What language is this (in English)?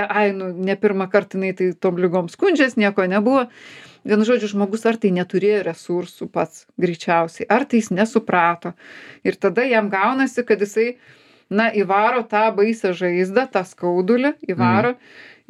Lithuanian